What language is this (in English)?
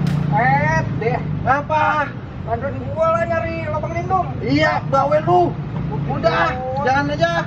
Betawi